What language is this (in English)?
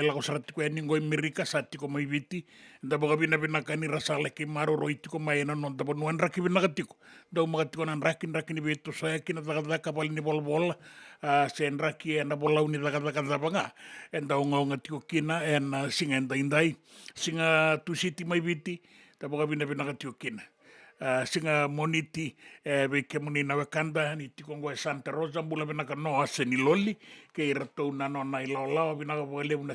Fijian